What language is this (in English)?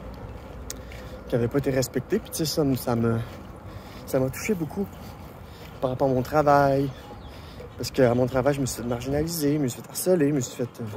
French